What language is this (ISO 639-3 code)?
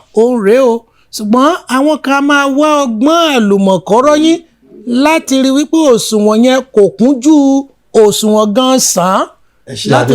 yor